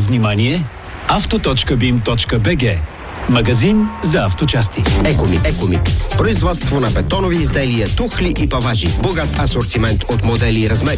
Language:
Bulgarian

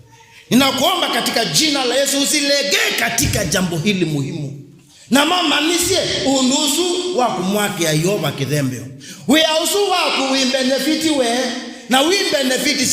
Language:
Kamba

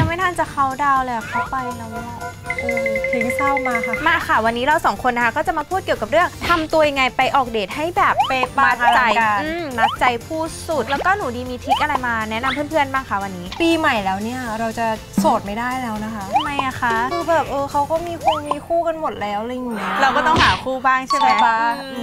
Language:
Thai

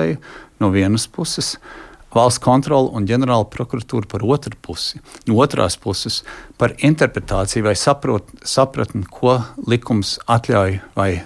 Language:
Latvian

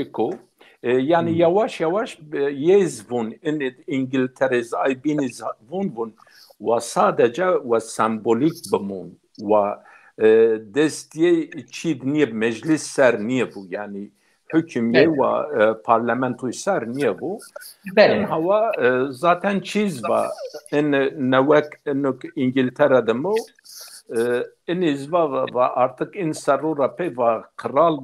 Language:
Zaza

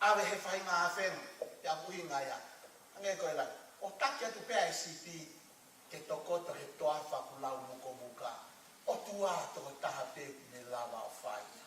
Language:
Tongan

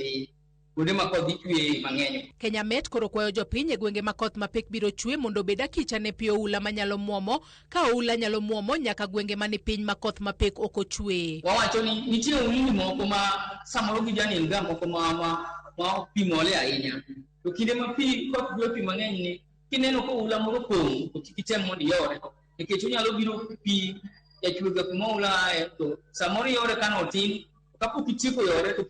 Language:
Luo (Kenya and Tanzania)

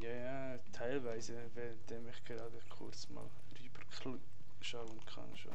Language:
Swiss German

